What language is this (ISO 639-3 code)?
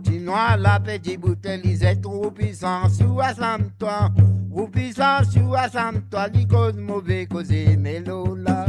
mfe